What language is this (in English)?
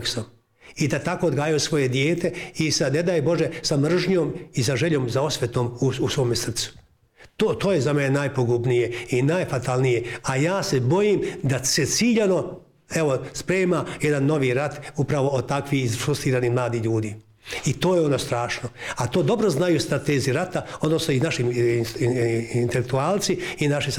Bosnian